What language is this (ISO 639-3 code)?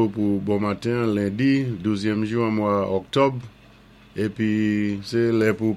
acf